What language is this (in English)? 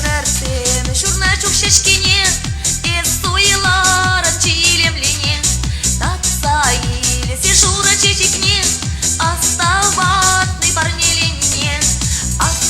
Chuvash